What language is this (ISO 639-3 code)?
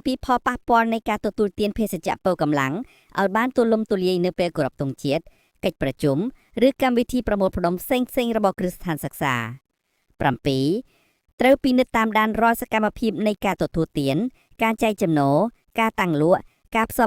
khm